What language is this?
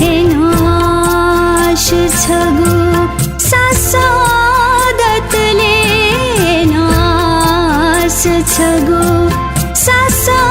Newari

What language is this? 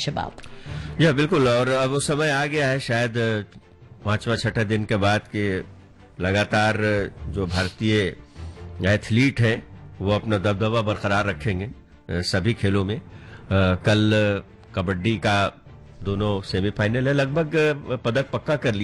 Hindi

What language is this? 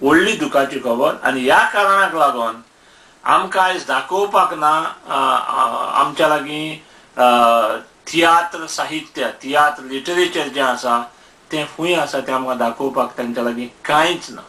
Konkani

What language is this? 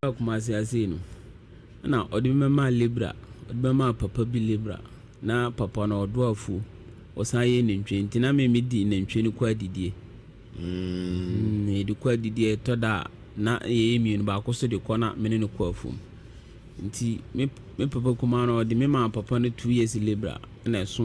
Akan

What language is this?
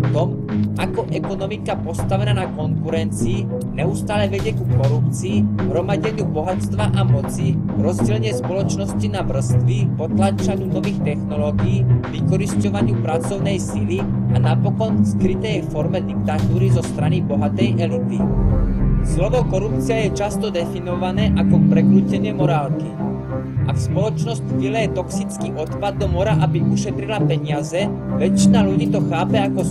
Slovak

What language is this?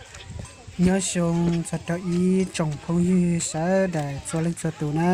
Hmong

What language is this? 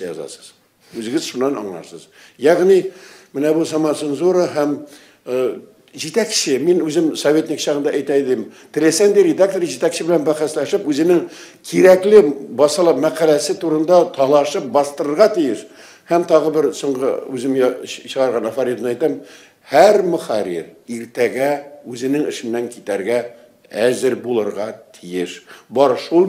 Tatar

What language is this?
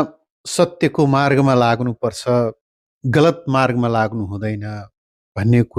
Nepali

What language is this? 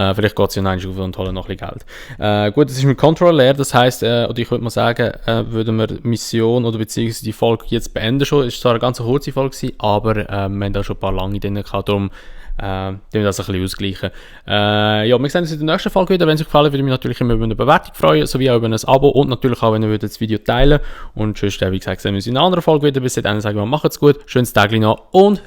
Swiss German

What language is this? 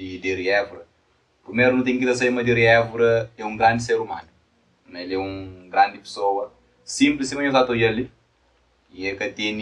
Kabuverdianu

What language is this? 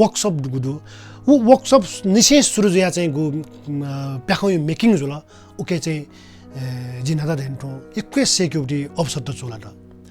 Newari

